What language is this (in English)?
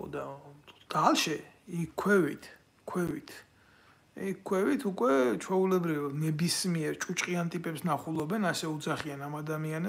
Georgian